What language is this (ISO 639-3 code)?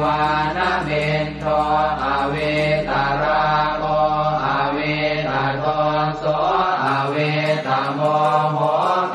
pli